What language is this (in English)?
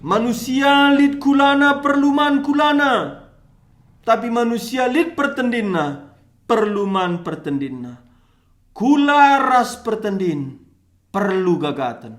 Batak Karo